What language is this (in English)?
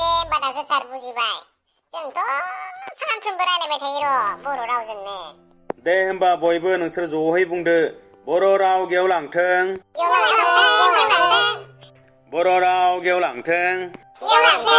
Bodo